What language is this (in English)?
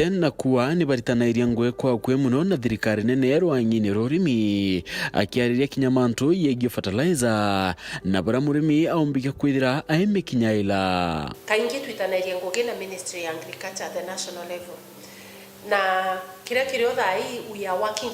Meru